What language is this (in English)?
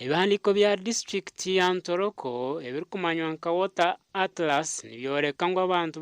Nyankole